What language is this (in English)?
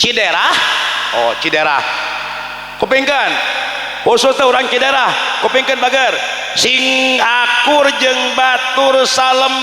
Sundanese